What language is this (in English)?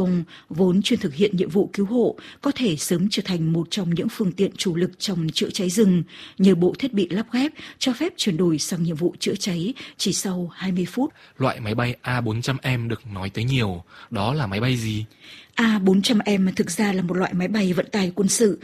Vietnamese